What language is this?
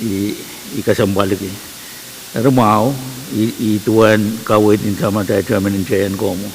Pohnpeian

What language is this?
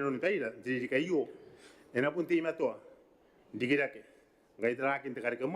Gilbertese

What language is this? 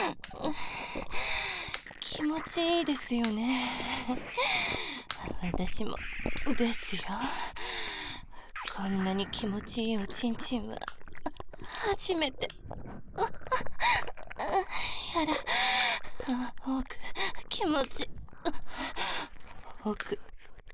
Japanese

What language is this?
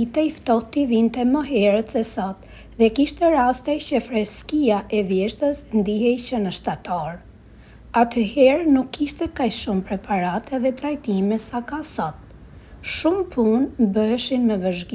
Albanian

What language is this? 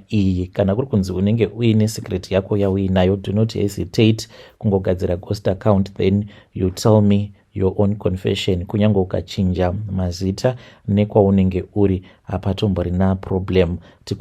Shona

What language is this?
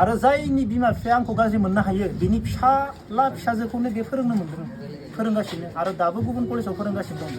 Bodo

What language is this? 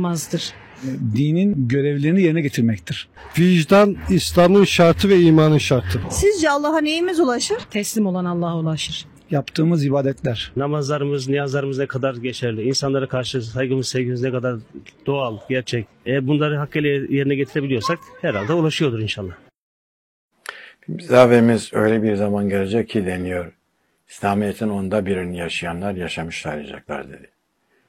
Turkish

